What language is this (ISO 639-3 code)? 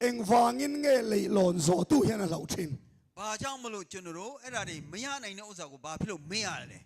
lus